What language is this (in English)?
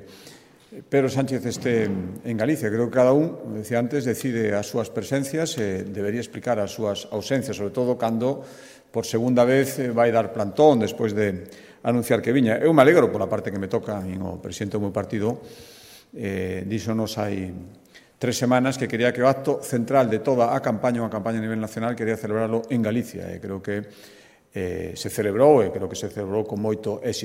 Galician